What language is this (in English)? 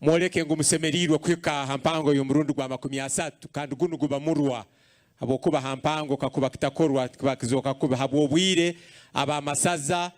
Nyankole